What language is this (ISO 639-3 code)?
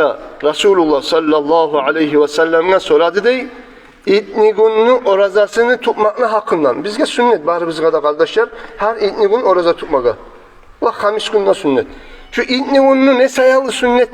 kum